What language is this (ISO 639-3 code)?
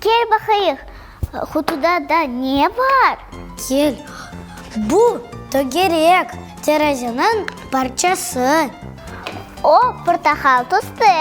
crh